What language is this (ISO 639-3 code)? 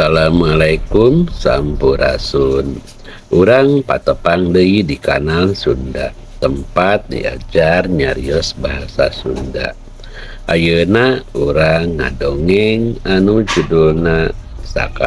sun